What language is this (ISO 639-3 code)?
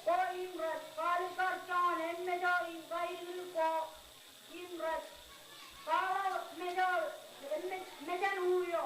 mah